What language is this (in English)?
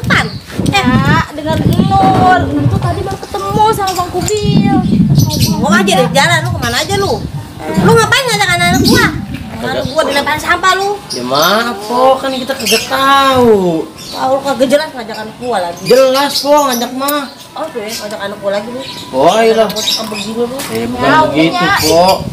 Betawi